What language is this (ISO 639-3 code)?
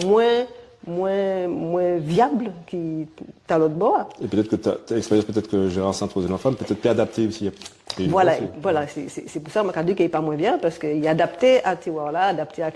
gcf